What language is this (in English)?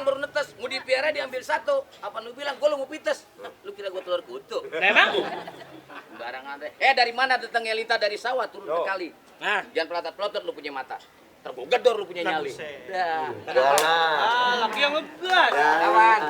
Betawi